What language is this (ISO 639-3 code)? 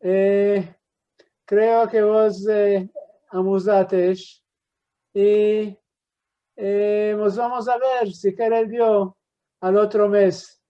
lad